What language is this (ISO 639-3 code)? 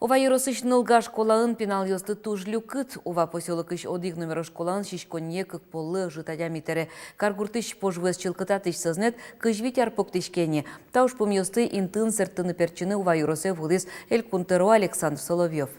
udm